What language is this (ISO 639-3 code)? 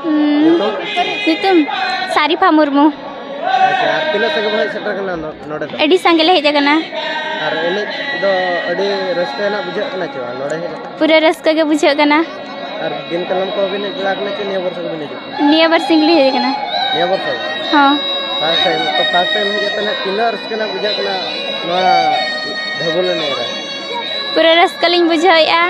sat